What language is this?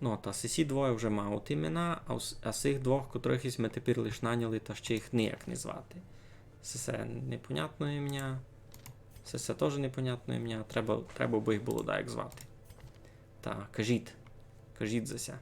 Rusyn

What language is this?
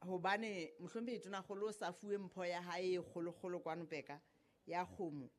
Southern Sotho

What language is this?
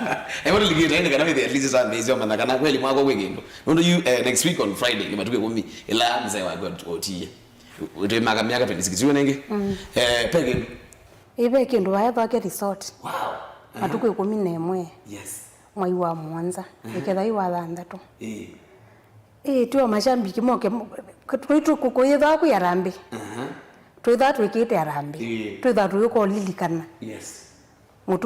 Kamba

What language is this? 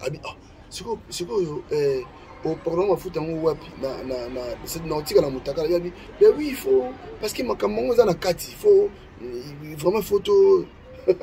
Lingala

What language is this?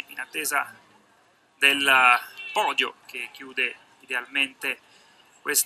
Italian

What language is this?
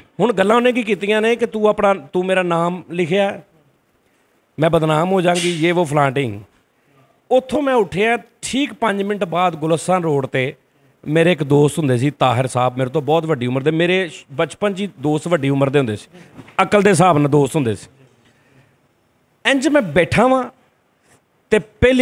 Punjabi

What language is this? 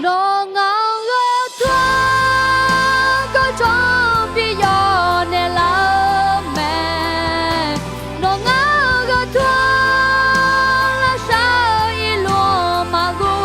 Akha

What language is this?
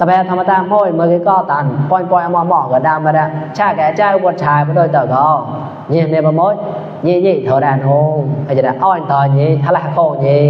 Mon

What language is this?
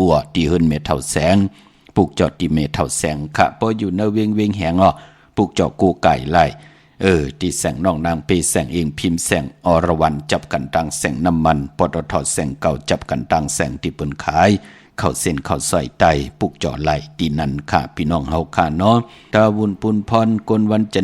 Shan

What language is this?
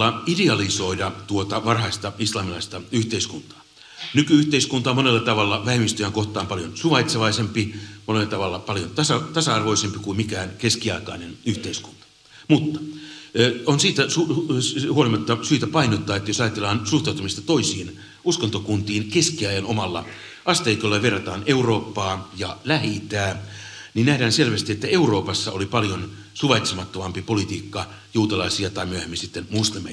Finnish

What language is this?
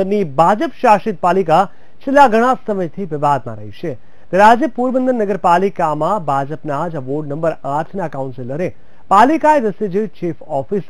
Gujarati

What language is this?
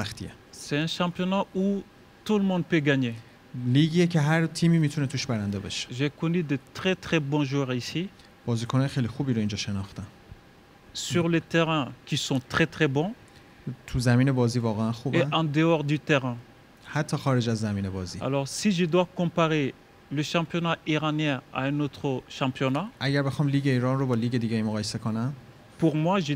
Persian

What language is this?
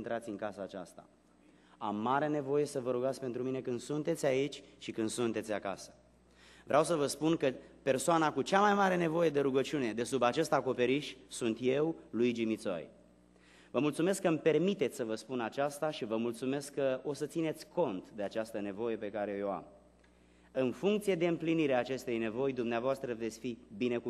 Romanian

